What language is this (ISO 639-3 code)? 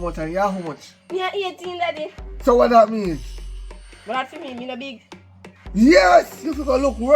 jam